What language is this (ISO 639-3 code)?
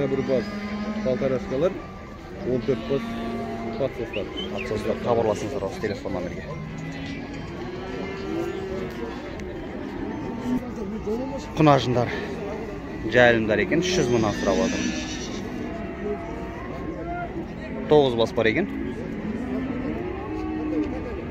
kaz